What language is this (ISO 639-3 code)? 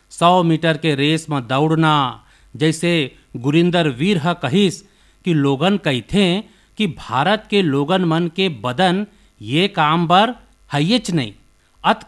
hne